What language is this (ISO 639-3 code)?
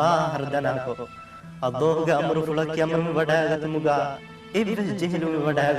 div